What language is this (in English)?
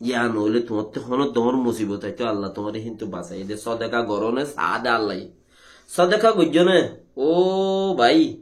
Rohingya